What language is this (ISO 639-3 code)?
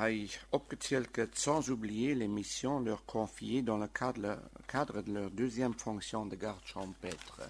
ltz